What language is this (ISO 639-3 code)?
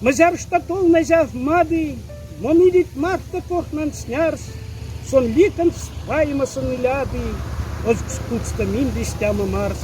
mdf